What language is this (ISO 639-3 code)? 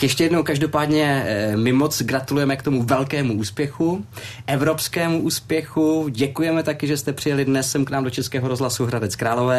ces